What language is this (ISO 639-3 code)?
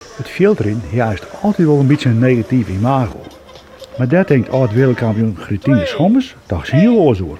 fry